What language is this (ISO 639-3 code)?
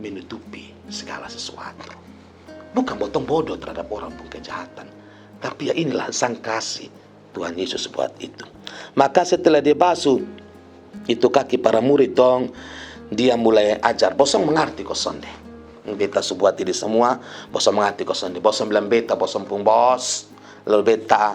mkn